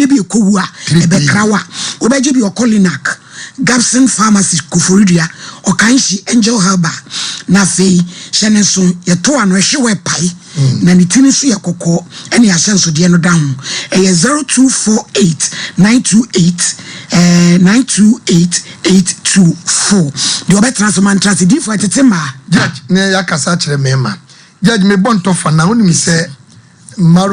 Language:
Akan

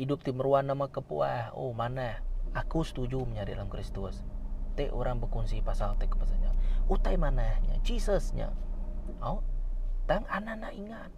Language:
Iban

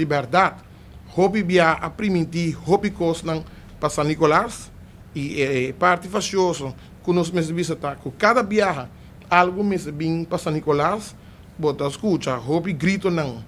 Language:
Papiamento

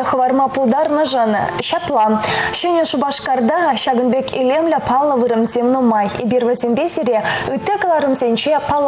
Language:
Chuvash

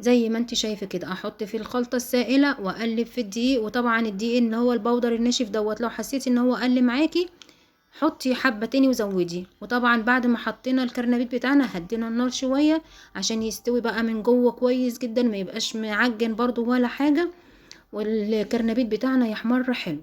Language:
Egyptian Arabic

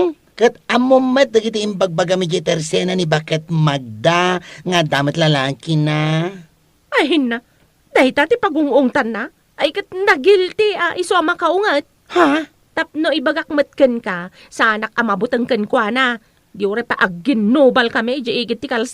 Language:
Iloko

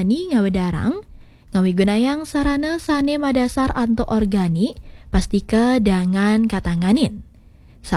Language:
Balinese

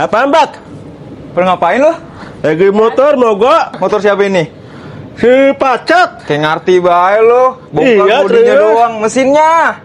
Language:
Betawi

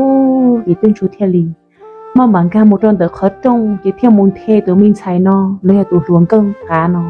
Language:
Hmong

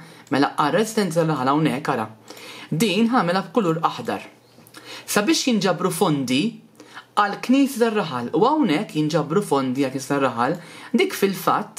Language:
Maltese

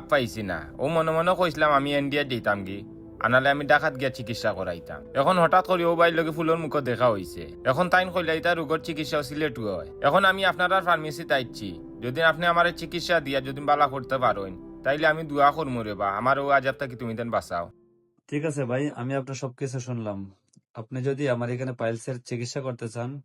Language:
Sylheti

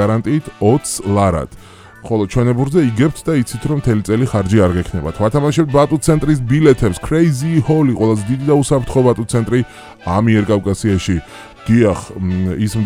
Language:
Georgian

